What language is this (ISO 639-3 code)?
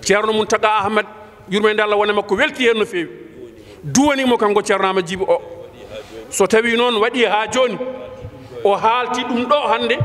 ful